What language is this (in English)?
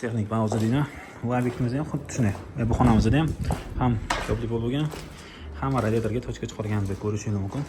Uzbek